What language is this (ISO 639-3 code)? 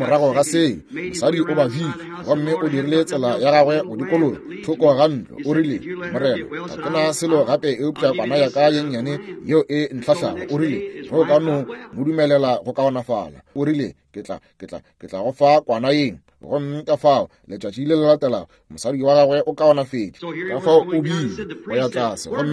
nso